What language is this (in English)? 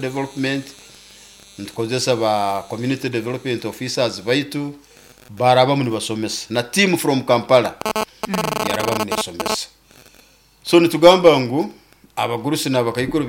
Nyoro